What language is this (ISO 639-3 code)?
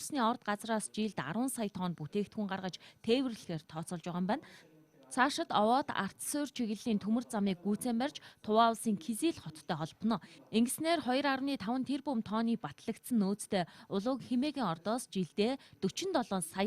mon